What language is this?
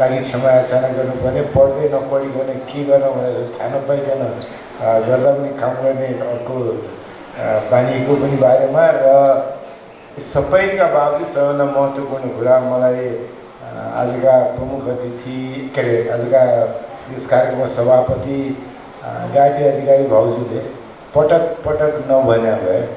Nepali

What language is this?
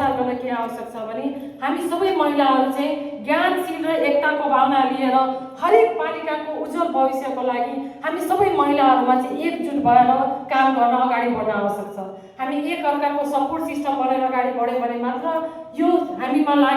Nepali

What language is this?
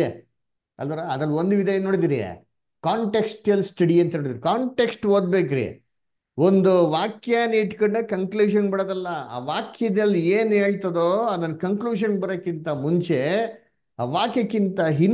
Kannada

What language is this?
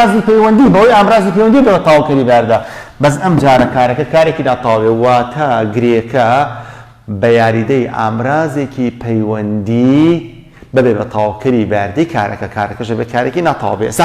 Central Kurdish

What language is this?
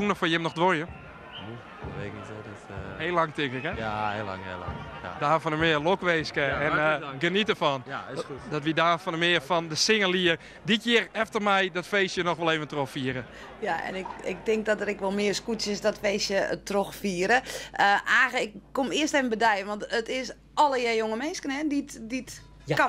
Western Frisian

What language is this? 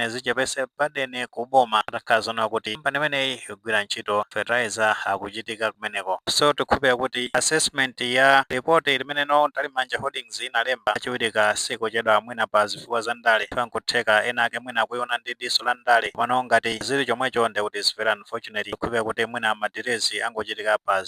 Nyanja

